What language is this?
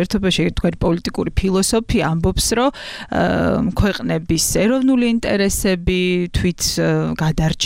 Georgian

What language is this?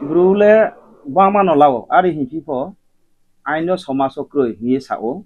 Riang (India)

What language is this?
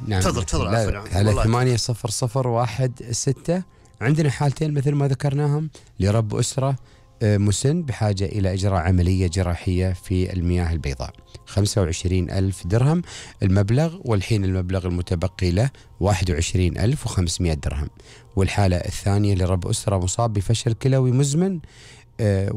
Gulf Arabic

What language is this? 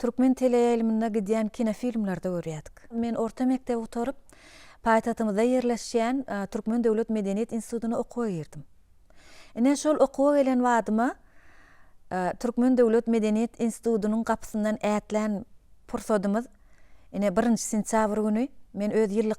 Turkmen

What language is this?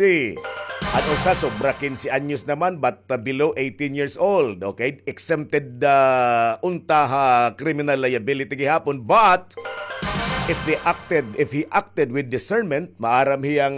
Waray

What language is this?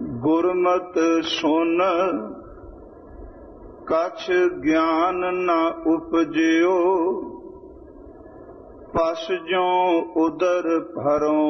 Punjabi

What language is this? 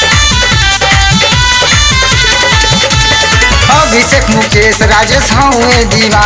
Bhojpuri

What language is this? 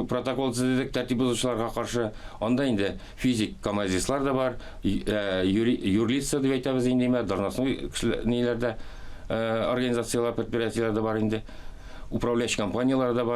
Tatar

